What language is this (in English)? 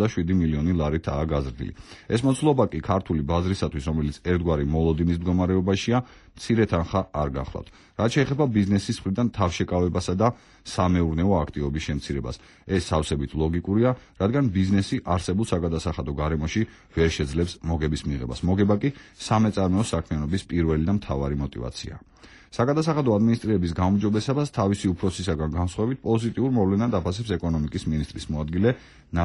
Georgian